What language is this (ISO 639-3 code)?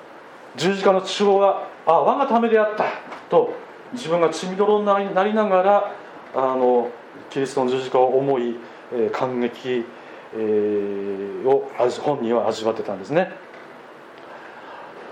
jpn